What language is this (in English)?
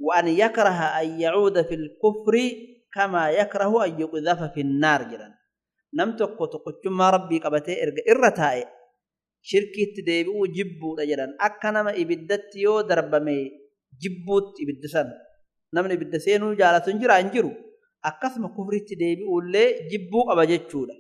Oromo